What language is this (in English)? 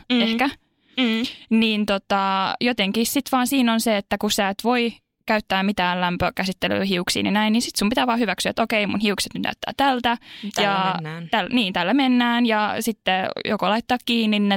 Finnish